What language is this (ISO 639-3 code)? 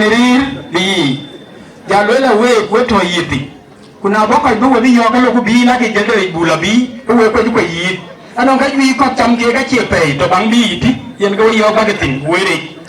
din